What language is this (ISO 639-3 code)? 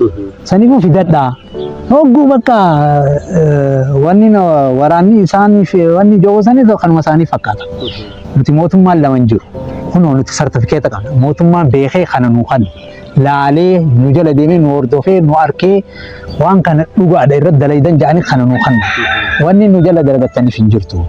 orm